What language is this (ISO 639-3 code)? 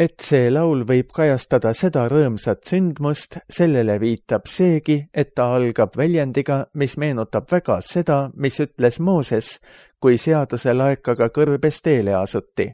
est